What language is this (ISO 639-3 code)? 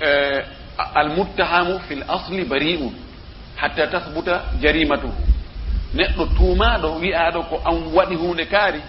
ful